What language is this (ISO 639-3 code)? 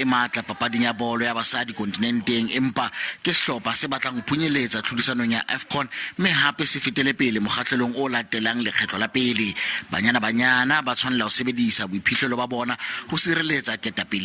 sot